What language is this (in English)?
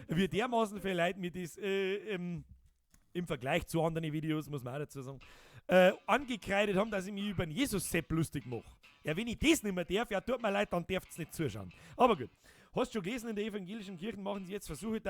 Bavarian